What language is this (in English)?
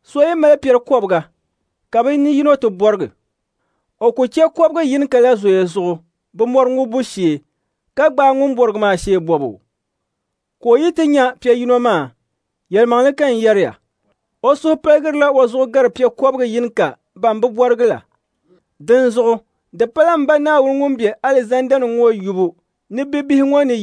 Dagbani